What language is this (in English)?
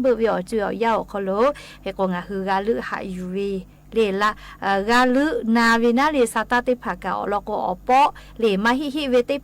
Lahu